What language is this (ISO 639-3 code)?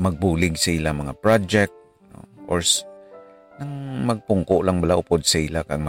hil